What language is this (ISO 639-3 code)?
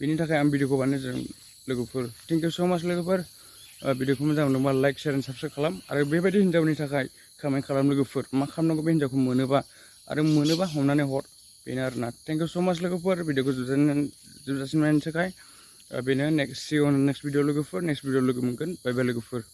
brx